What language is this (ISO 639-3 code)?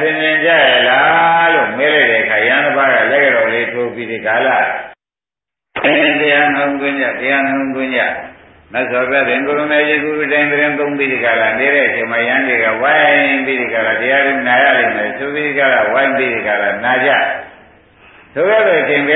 mya